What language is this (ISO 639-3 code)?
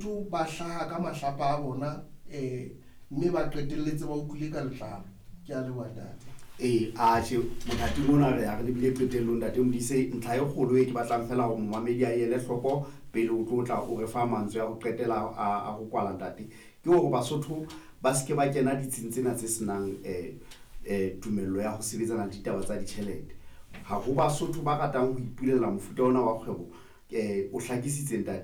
sot